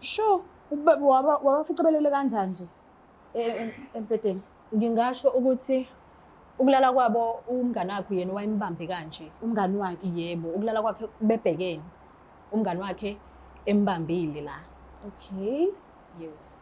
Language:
Zulu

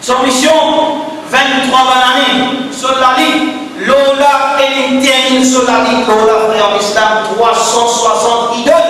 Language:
Morisyen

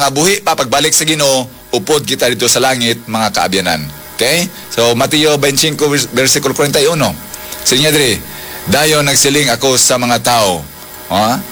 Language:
Hiligaynon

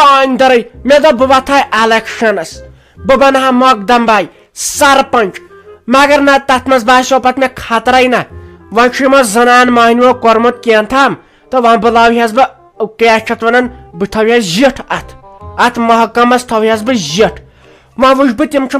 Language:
Kashmiri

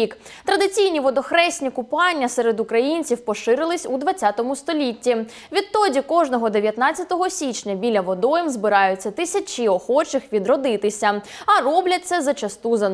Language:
Ukrainian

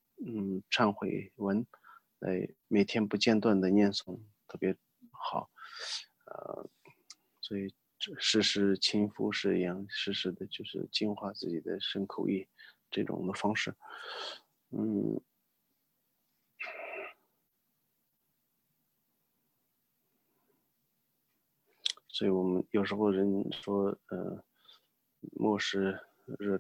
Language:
Chinese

